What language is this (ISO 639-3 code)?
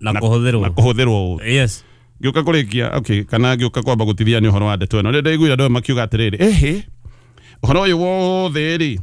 kik